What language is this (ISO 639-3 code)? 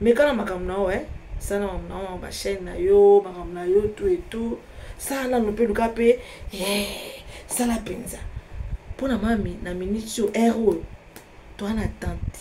lin